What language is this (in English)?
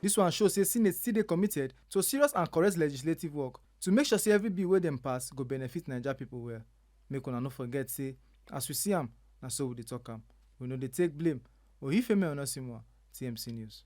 Nigerian Pidgin